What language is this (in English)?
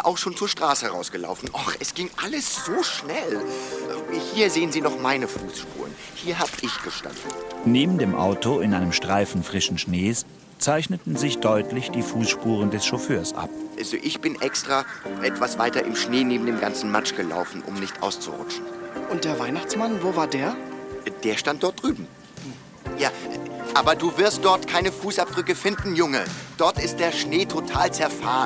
Swiss German